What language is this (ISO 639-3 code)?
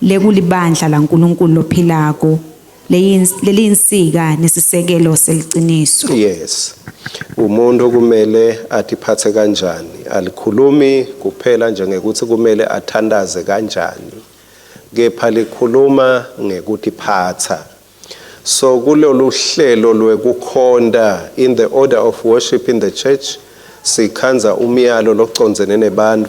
ssw